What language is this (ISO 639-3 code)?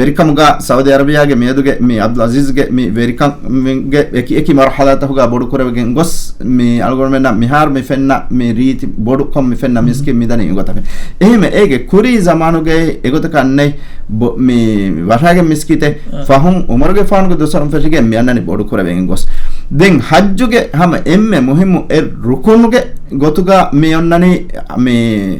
div